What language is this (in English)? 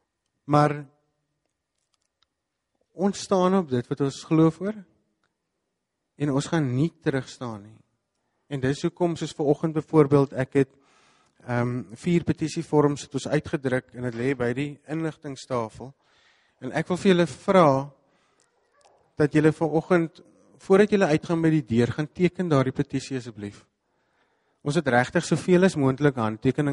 Afrikaans